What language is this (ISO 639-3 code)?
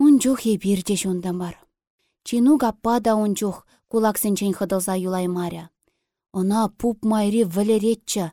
chv